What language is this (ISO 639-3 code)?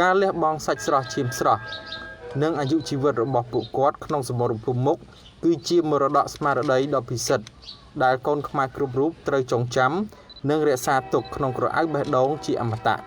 khm